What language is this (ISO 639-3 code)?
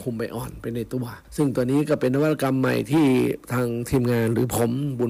tha